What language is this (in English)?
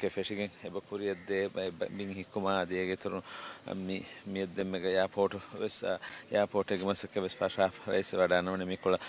Divehi